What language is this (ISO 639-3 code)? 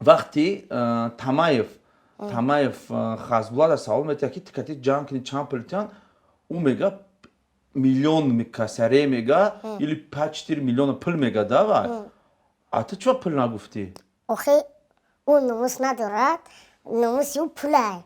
tgk